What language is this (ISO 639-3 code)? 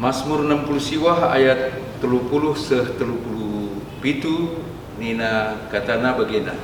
btx